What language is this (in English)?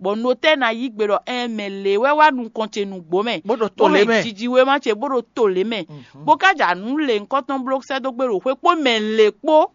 Fon